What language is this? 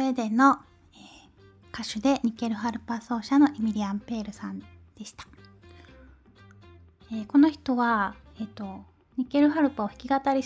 Japanese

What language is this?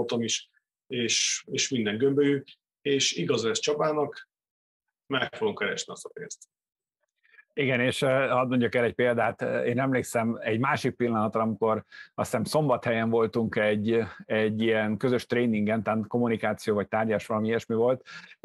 Hungarian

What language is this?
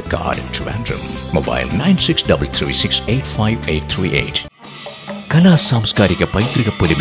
Malayalam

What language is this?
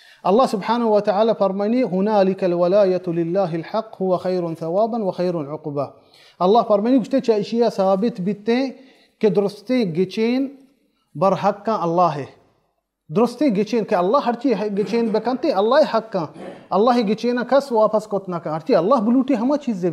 Baluchi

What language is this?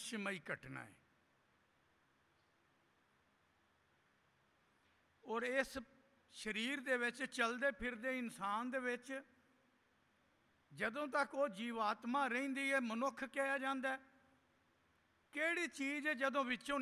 Punjabi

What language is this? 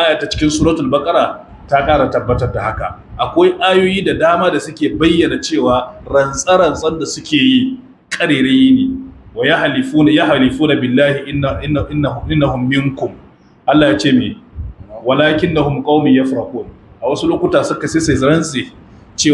Hausa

